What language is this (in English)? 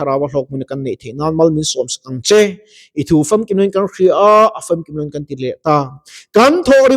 Mizo